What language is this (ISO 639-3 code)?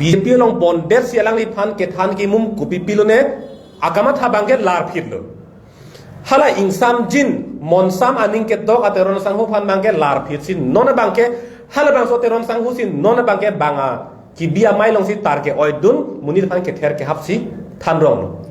mjw